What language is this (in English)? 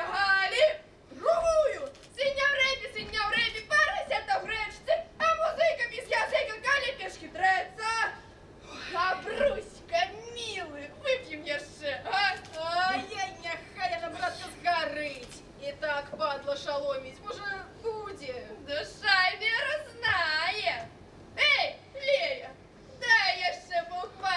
Belarusian